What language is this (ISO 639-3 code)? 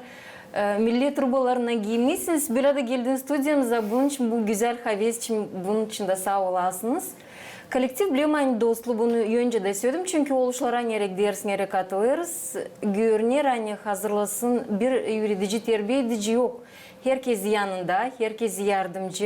gag